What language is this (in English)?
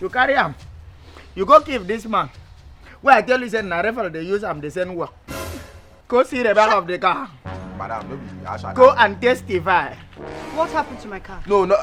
Nigerian Pidgin